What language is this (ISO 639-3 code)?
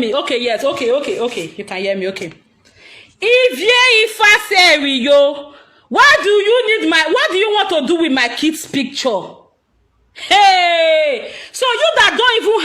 pcm